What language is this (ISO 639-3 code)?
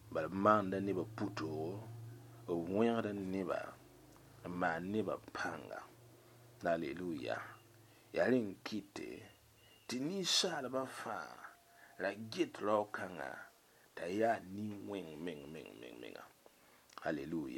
mos